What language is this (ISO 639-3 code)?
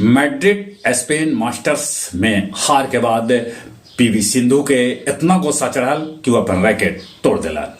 mag